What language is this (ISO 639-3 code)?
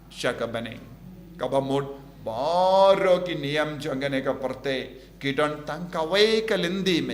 kha